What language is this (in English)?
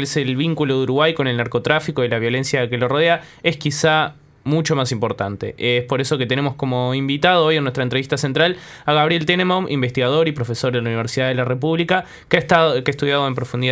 Spanish